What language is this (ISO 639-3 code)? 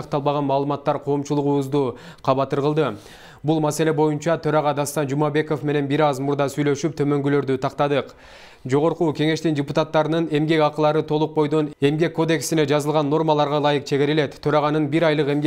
kir